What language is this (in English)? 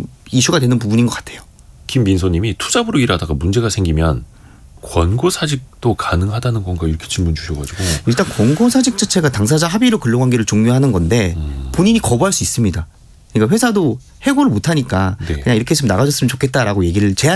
Korean